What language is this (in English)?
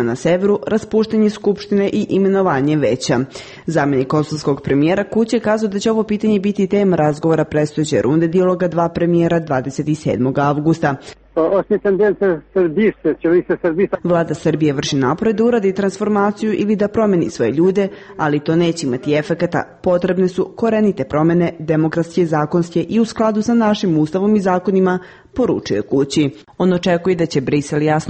Serbian